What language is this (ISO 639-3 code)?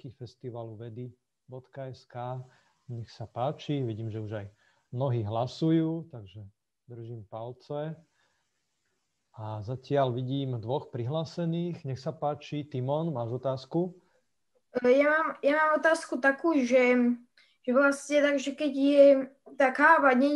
slk